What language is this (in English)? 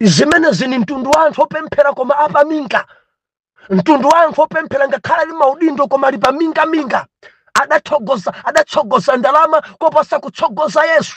Nyanja